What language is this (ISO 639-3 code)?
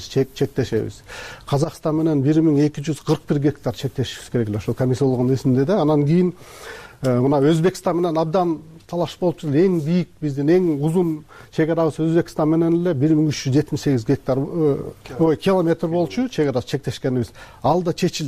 kir